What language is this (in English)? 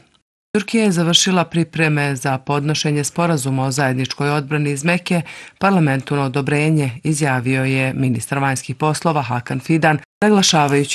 Bosnian